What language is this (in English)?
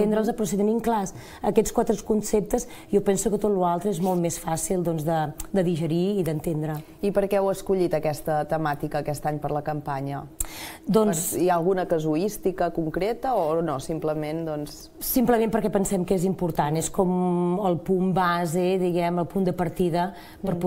Catalan